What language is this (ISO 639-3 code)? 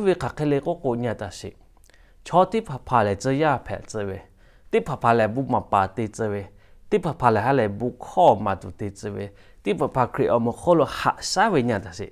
lhu